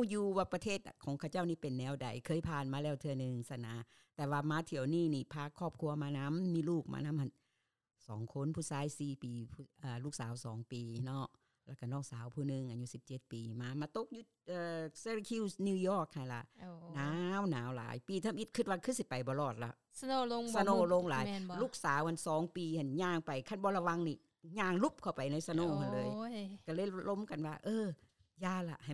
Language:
Lao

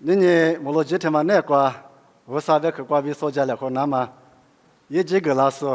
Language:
Lisu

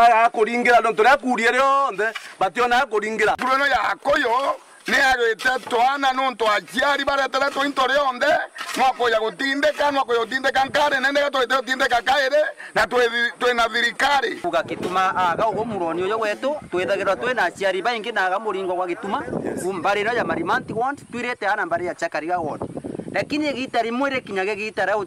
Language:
Meru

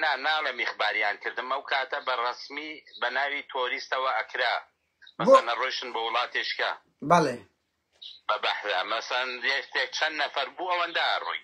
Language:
Central Kurdish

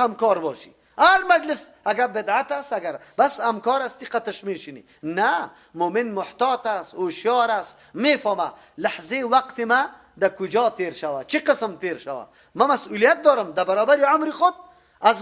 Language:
Persian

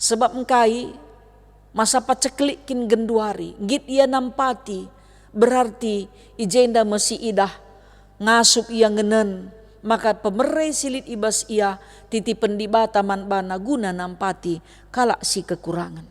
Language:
Batak Karo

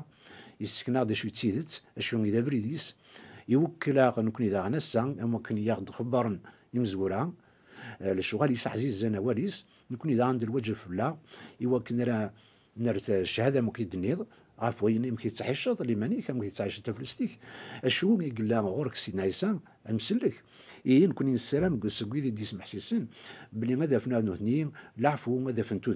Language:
Kabyle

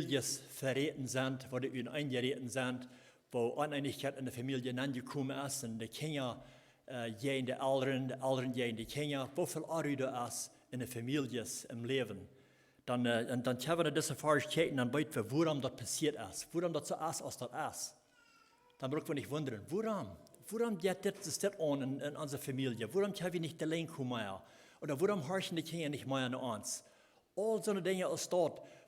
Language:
Plautdietsch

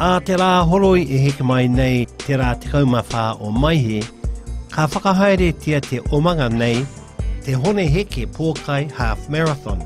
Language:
Māori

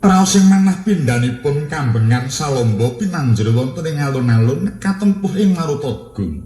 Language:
Javanese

